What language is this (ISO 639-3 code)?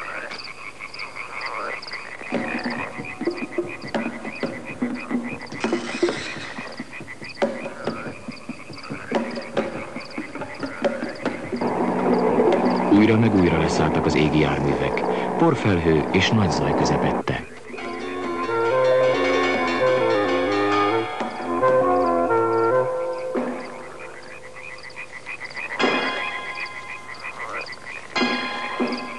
hun